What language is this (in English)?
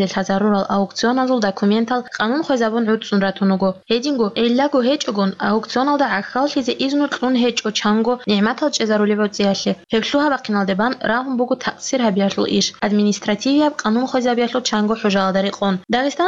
Avaric